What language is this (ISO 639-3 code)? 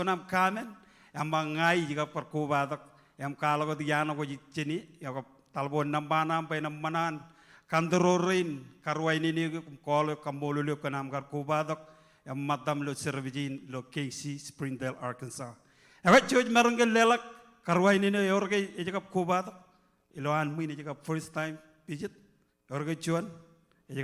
mah